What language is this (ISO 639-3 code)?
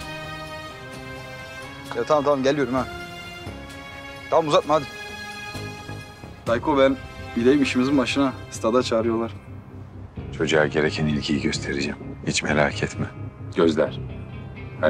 tur